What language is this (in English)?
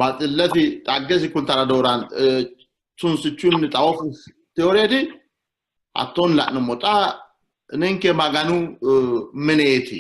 Sidamo